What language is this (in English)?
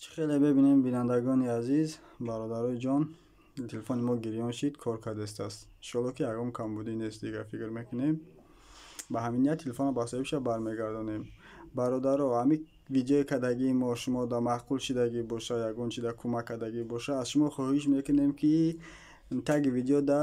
Tajik